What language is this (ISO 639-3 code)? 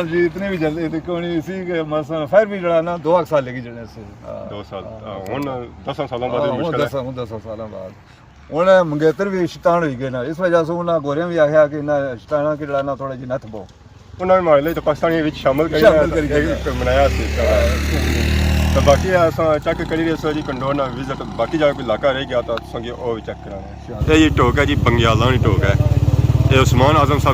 phr